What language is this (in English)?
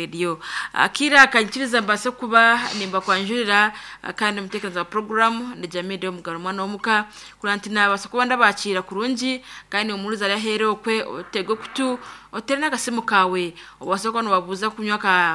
Nyankole